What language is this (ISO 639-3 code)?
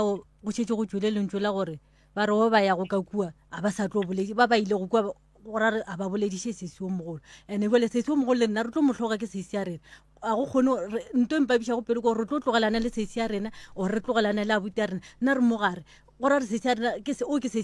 nso